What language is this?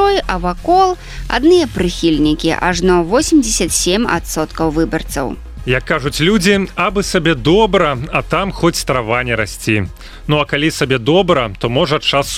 Belarusian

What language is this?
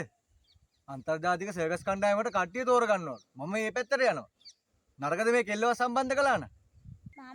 Sinhala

